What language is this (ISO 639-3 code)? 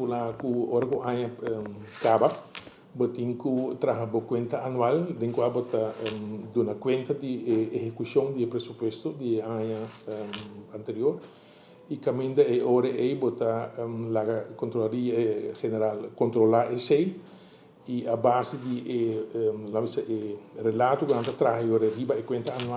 pap